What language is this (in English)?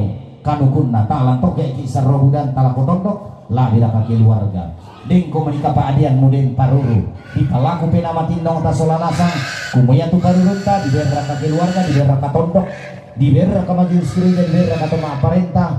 Toraja-Sa'dan